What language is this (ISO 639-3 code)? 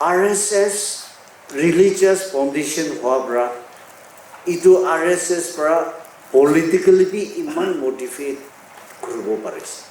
nag